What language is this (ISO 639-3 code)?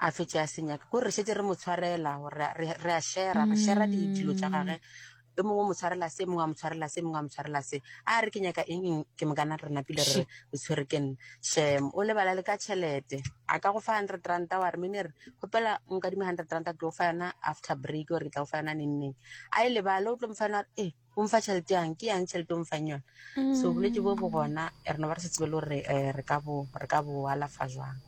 nso